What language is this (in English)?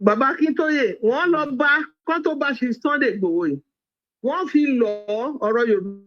Yoruba